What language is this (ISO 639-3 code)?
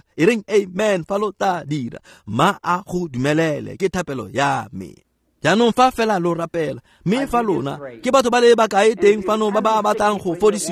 tsn